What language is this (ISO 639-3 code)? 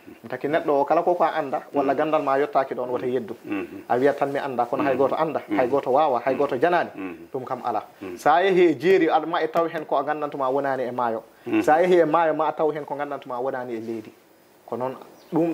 ful